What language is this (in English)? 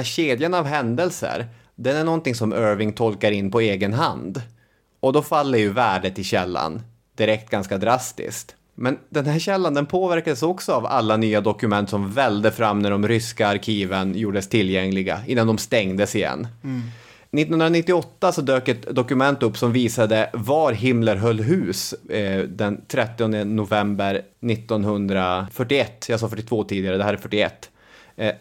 Swedish